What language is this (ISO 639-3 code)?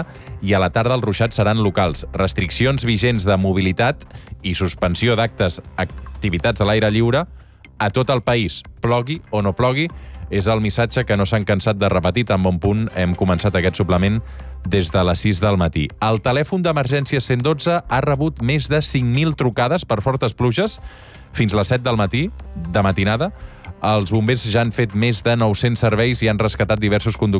cat